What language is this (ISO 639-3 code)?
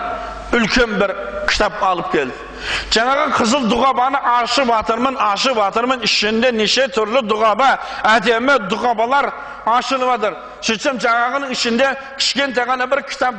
kaz